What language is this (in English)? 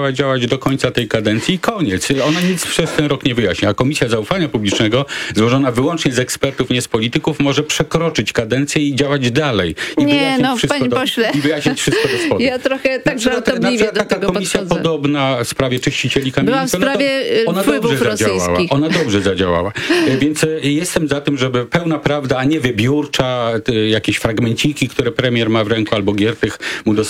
Polish